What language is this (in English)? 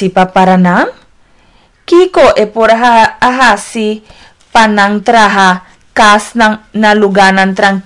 Papiamento